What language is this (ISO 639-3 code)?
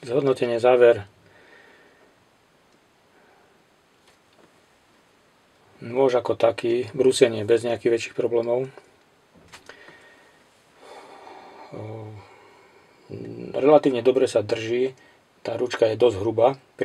slk